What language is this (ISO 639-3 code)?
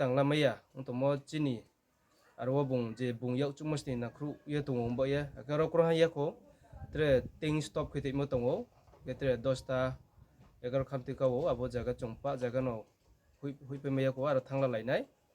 trp